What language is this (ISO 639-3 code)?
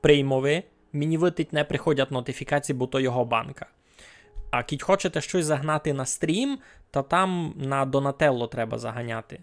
rue